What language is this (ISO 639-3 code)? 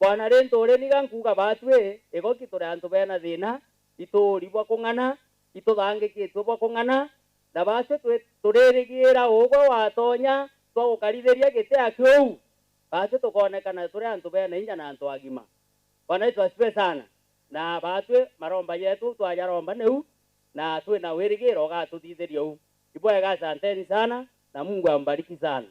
mer